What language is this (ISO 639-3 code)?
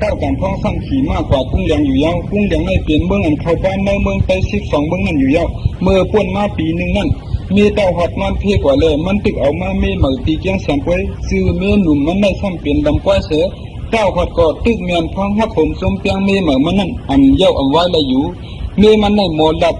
shn